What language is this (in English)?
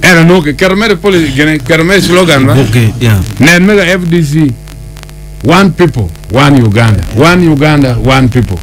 Acoli